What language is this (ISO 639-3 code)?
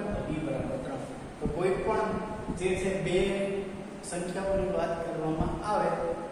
guj